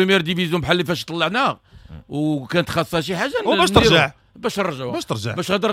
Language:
Moroccan Arabic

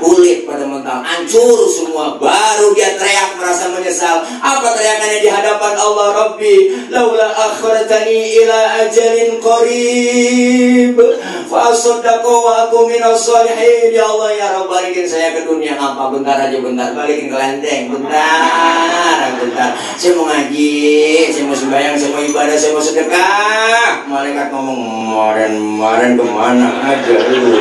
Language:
Betawi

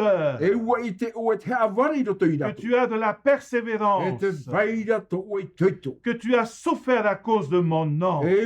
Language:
Tahitian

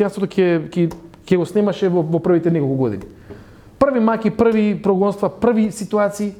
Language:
Macedonian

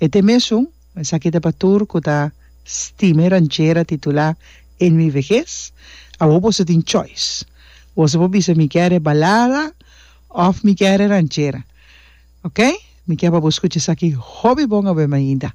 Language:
Papiamento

